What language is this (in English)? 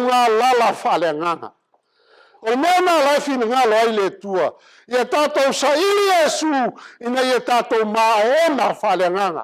Samoan